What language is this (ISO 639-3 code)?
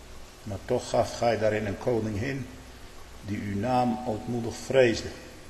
nld